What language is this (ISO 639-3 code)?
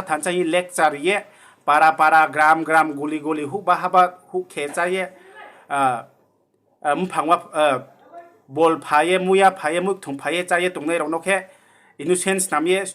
ria